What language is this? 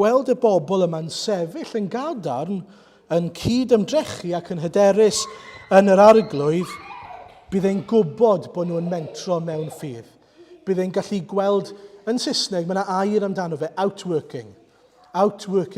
Welsh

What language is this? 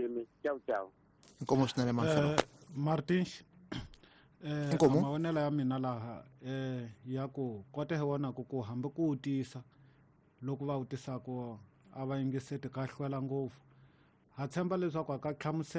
Tsonga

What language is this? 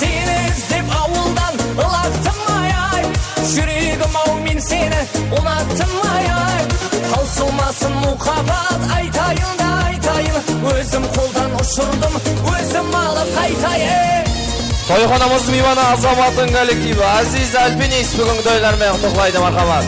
Kara-Kalpak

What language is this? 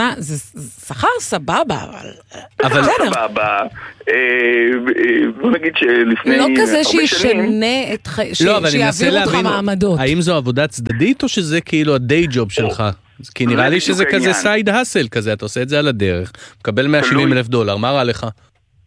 Hebrew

